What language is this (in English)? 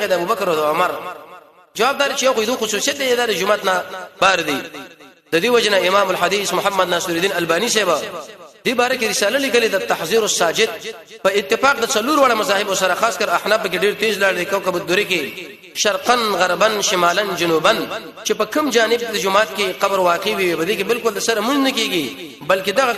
Pashto